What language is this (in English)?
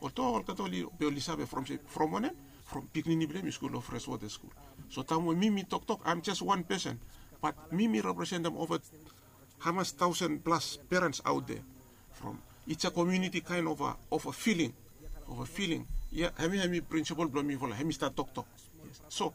Bislama